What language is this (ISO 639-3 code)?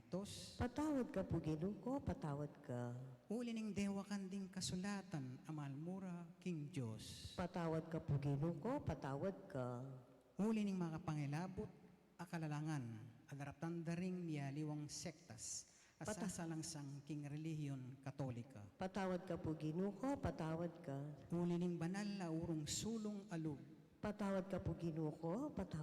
pam